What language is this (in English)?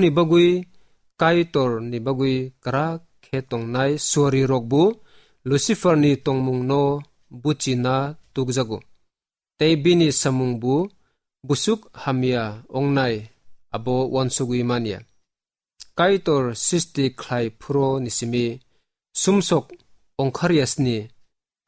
Kok Borok